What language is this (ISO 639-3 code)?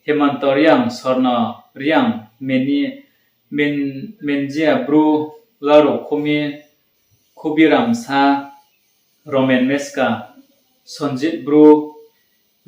ria